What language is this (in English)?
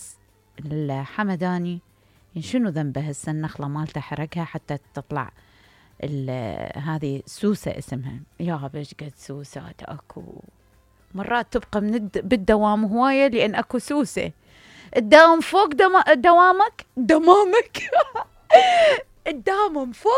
Mesopotamian Arabic